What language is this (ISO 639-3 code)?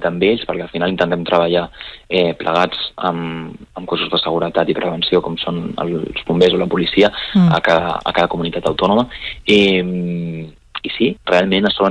cat